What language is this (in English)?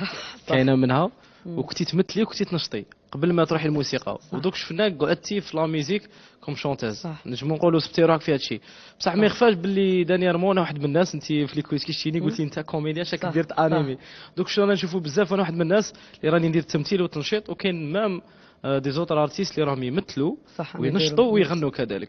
Algerian Arabic